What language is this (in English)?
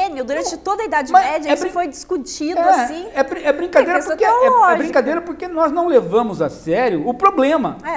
Portuguese